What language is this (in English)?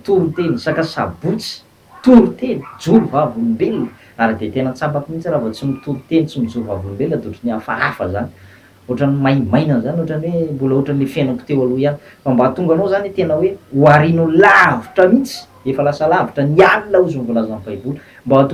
Malagasy